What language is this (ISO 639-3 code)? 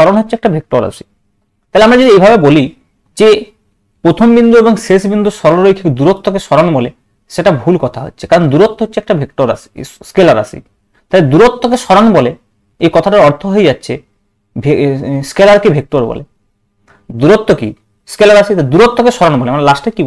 ben